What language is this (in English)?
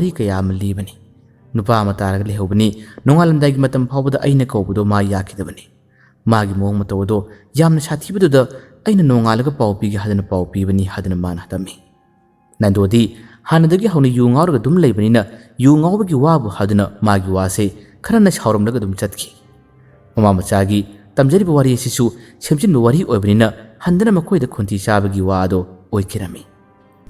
Manipuri